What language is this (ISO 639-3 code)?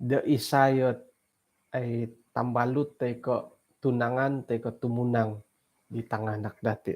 dtp